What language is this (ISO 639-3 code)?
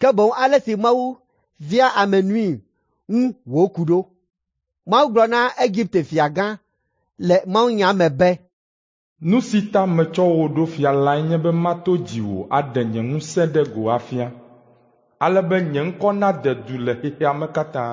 ewe